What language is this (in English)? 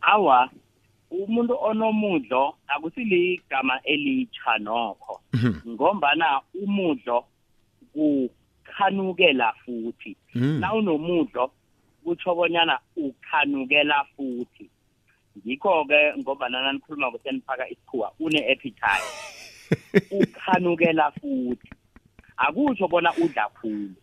South Ndebele